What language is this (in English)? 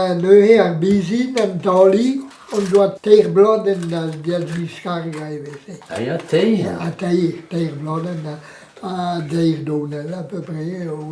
Breton